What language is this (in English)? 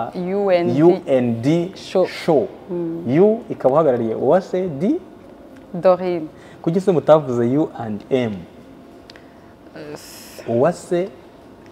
Kinyarwanda